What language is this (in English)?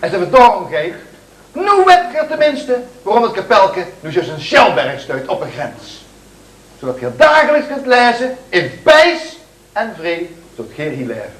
Limburgish